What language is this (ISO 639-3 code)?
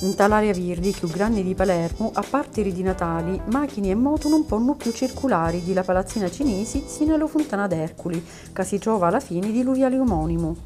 scn